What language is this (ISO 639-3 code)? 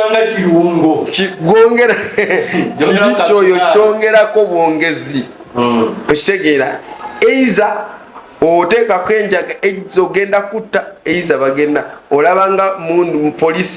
lug